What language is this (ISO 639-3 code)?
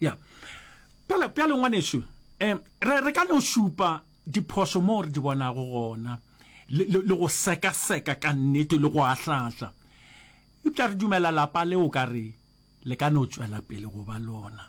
nso